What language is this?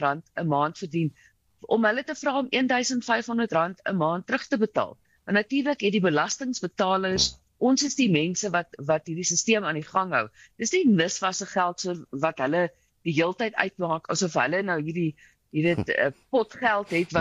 Afrikaans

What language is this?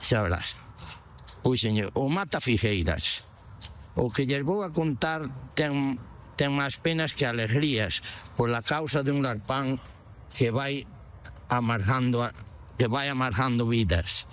Galician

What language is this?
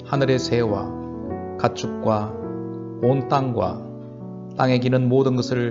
Korean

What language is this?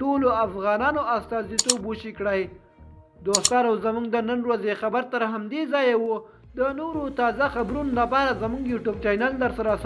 Pashto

